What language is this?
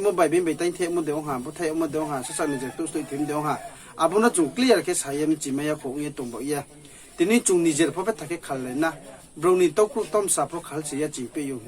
Riang (India)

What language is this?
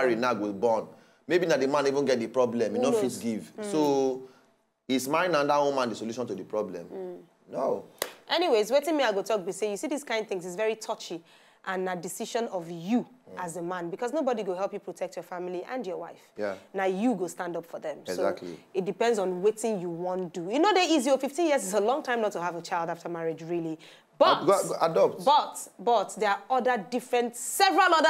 Nigerian Pidgin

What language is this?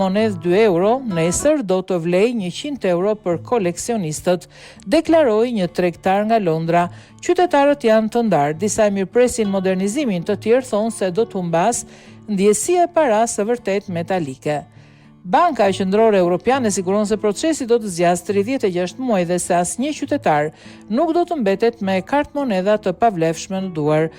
Albanian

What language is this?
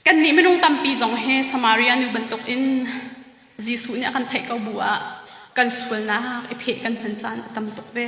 Hakha Chin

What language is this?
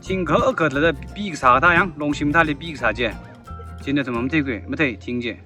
Tangkhul Naga (India)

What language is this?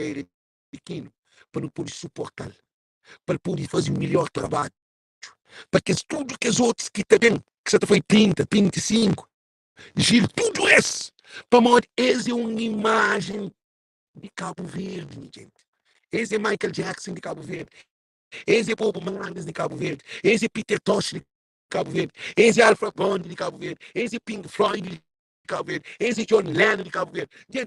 Kabuverdianu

